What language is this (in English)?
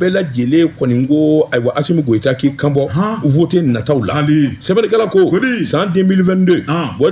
Bambara